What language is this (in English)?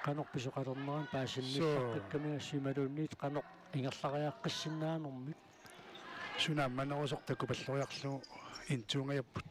Kalaallisut